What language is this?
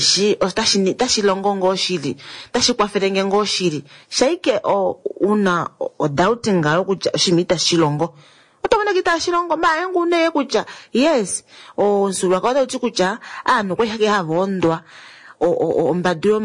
Kuanyama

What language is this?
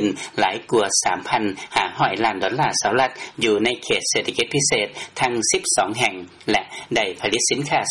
Lao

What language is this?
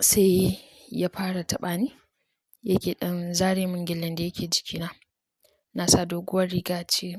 Hausa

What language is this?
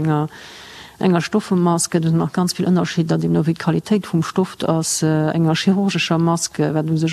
Luxembourgish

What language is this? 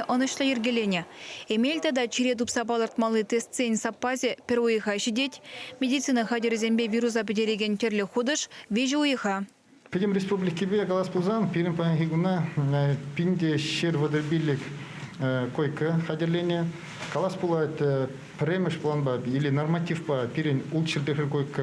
Chuvash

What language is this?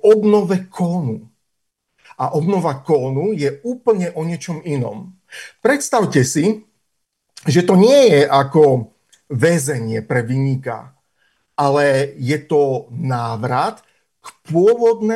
Slovak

